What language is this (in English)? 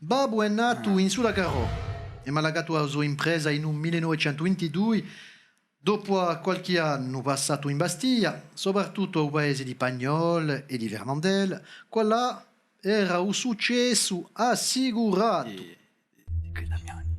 Corsican